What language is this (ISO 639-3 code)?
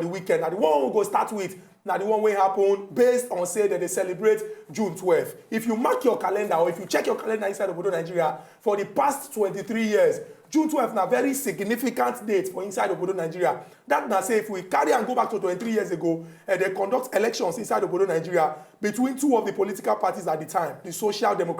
pcm